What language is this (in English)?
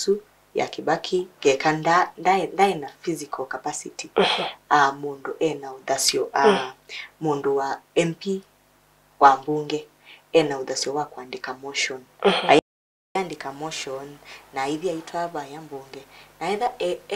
Kamba